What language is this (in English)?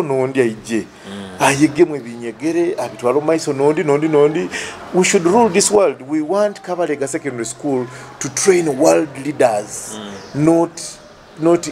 Nyoro